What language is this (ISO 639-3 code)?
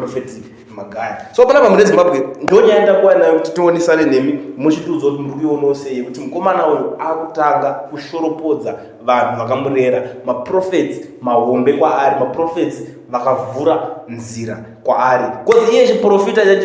sna